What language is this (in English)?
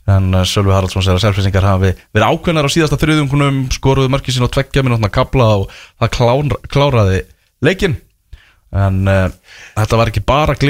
Icelandic